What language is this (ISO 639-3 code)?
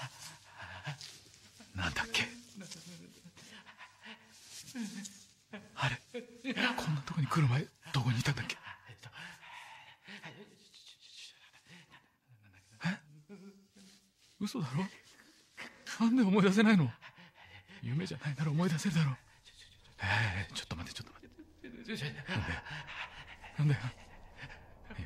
jpn